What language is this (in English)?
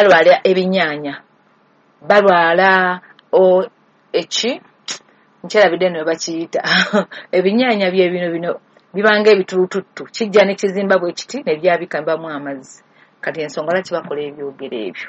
Ganda